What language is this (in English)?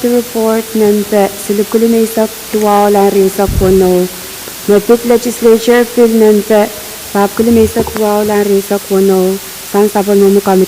Pohnpeian